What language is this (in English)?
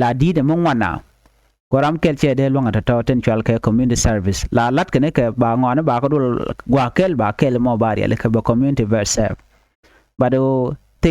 Nuer